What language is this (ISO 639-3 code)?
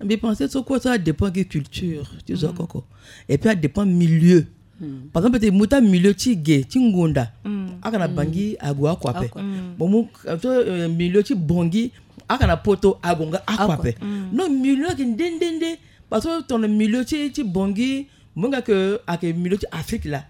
sag